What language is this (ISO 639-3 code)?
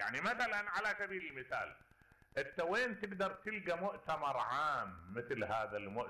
acm